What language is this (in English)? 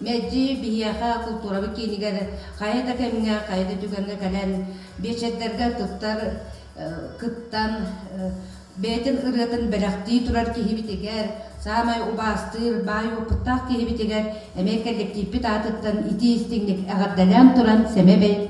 Yakut